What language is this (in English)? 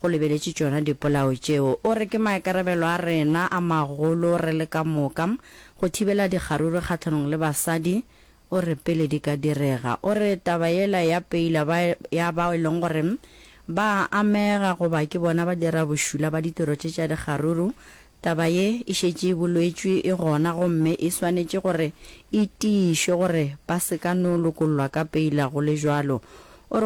Northern Sotho